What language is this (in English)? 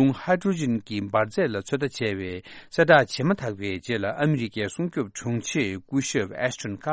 Tibetan